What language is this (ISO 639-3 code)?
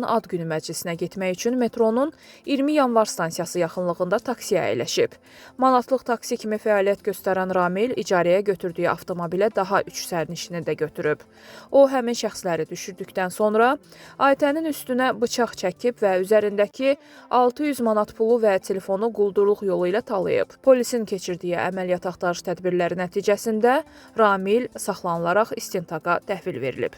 aze